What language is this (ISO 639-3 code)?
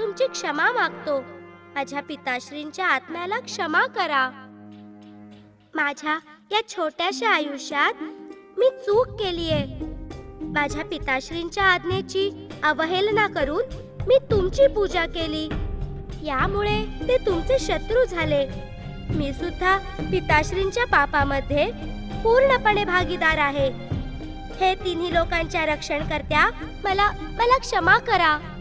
mar